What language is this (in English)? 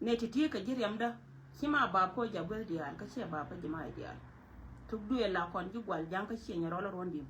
Nuer